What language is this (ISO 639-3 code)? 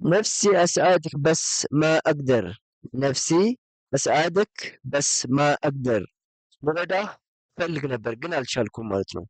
amh